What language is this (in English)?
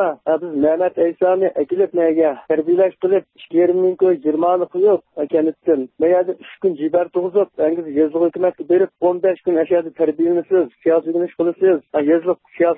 Uyghur